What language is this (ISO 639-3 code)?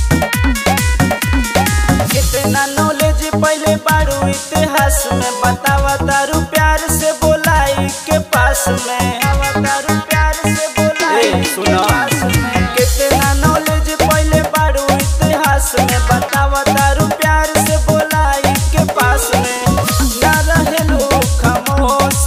bho